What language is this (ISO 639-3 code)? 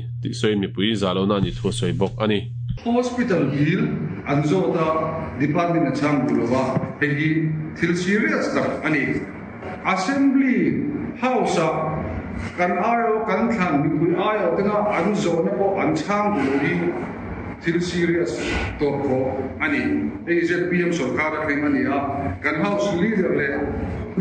lus